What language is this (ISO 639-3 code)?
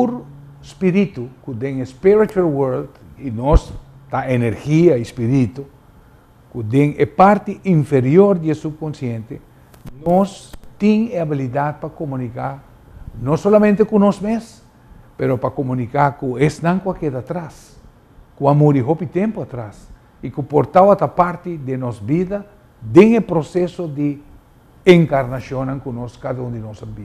pap